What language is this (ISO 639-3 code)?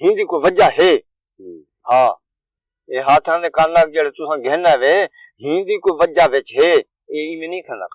skr